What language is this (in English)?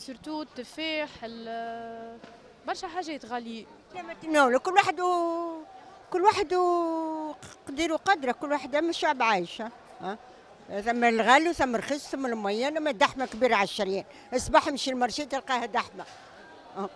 Tunisian Arabic